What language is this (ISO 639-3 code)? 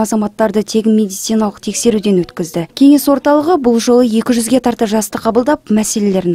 kaz